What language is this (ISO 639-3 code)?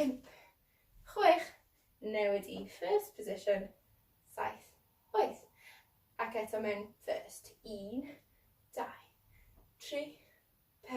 cym